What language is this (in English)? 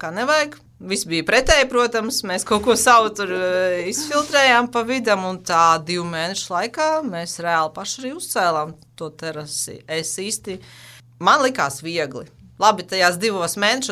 Latvian